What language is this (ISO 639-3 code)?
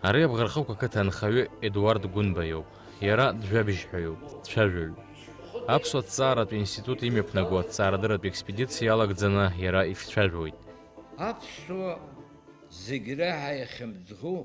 abk